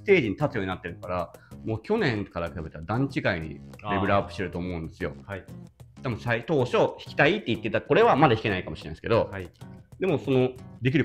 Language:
Japanese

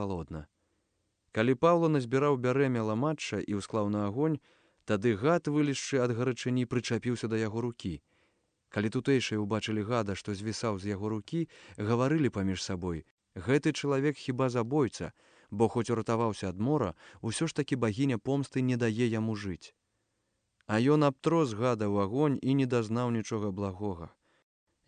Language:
Belarusian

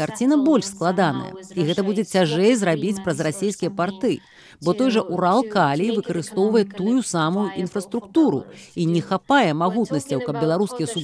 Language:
Belarusian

